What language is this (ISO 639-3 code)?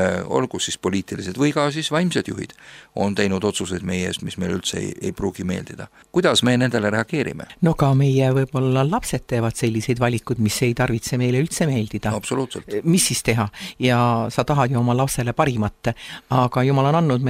est